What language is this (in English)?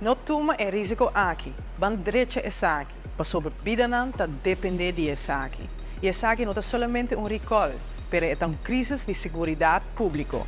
Papiamento